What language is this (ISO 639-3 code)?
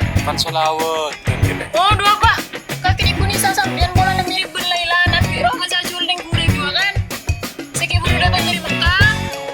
mad